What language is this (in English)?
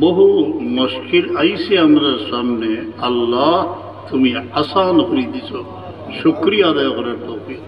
Sylheti